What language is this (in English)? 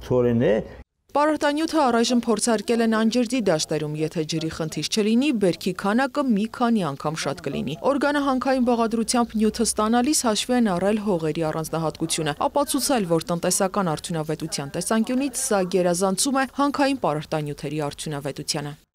Armenian